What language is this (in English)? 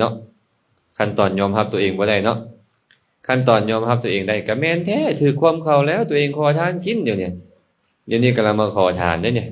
Lao